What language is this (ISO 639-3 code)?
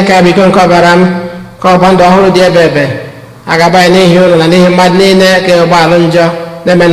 ibo